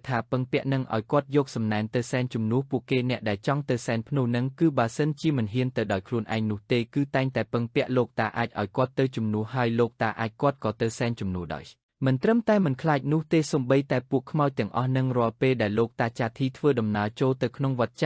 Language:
Khmer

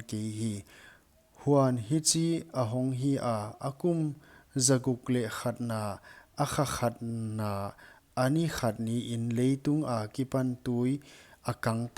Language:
Paite Chin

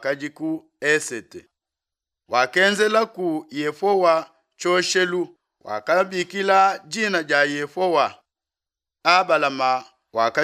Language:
Luba-Lulua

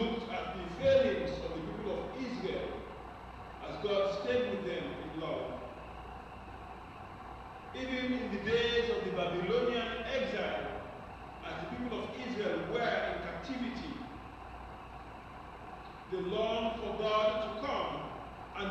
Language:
English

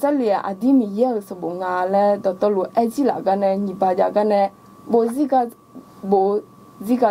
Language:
Akha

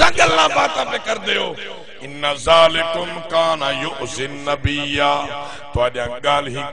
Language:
Saraiki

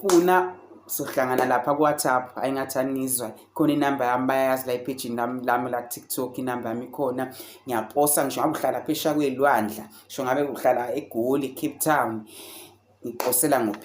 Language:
Zulu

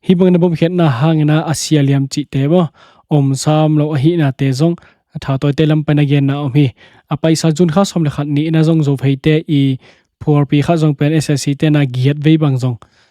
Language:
Tedim Chin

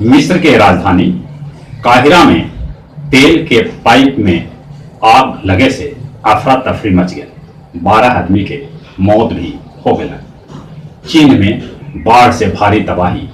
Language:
Magahi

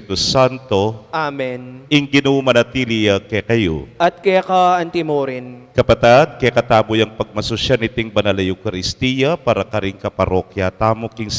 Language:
Pampanga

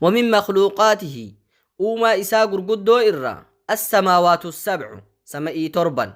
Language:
Oromo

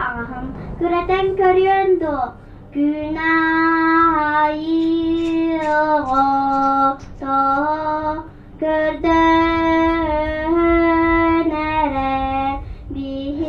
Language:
Yakut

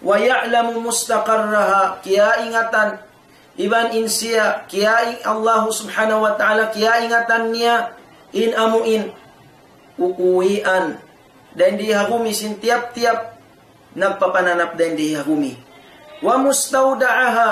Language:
Tausug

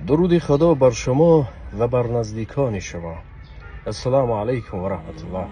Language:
Tajik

